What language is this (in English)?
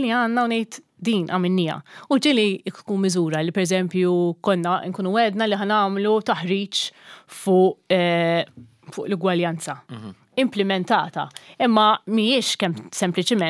Maltese